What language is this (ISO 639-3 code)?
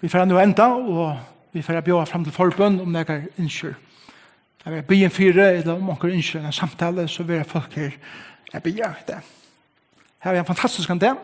fao